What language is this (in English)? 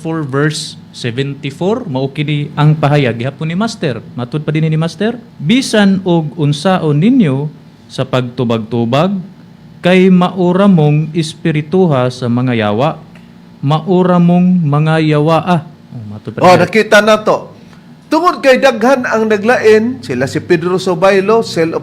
Cebuano